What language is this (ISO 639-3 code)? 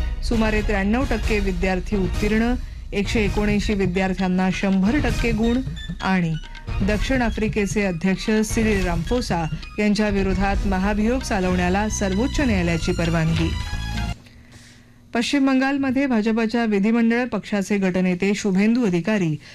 mar